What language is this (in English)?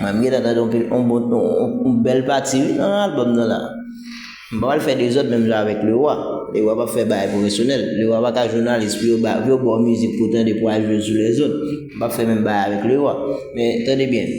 Haitian Creole